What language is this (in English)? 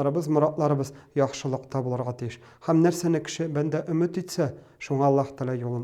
Tatar